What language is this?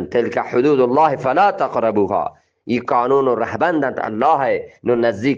Eastern Balochi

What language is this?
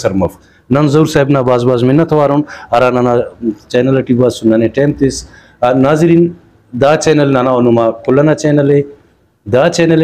Brahui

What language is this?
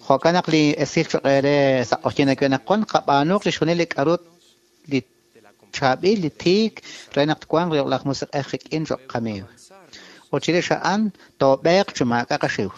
Kekchí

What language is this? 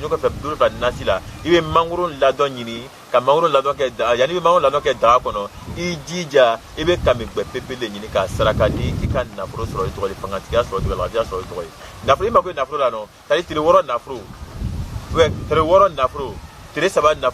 Bambara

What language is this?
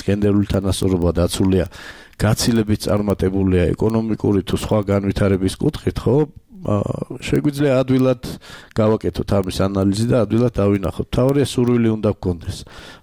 Georgian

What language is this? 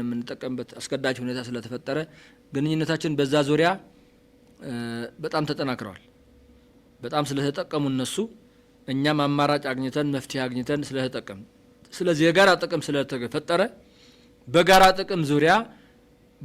Amharic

